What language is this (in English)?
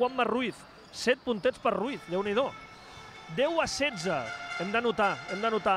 Catalan